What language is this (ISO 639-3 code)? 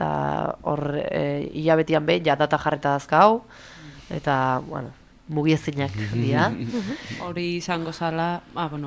eus